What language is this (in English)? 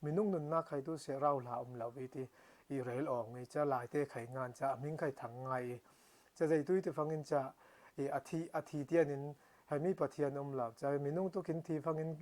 Falam Chin